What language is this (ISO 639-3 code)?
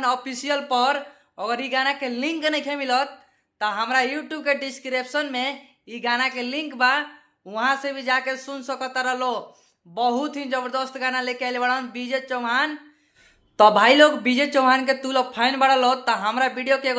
bho